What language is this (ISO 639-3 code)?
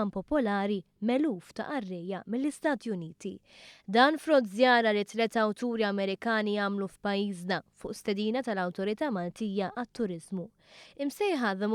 mlt